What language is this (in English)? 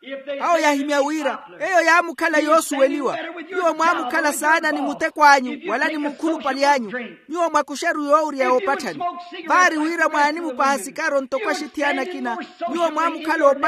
Makhuwa